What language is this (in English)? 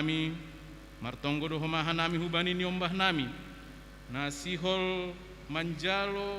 Batak Simalungun